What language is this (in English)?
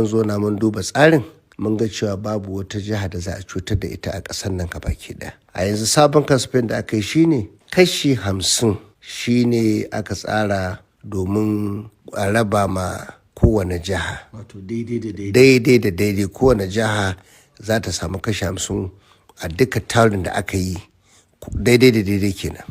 Hausa